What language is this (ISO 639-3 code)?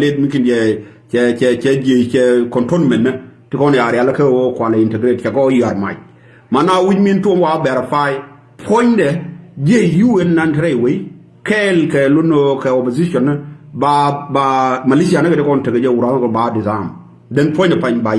nus